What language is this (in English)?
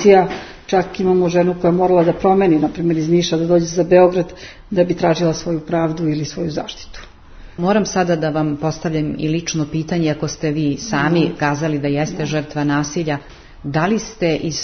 Serbian